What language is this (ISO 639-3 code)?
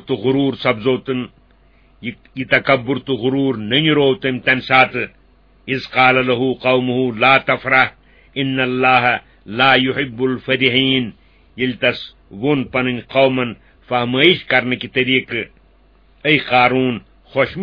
kas